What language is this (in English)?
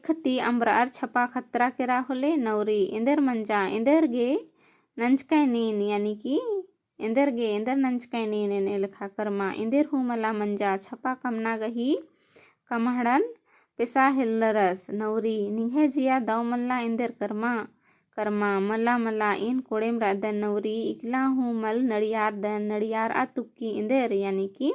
Kurukh